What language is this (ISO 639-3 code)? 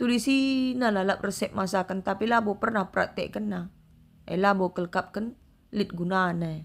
btx